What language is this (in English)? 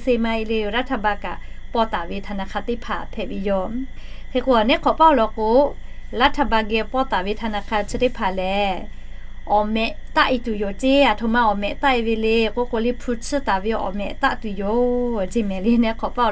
Lahu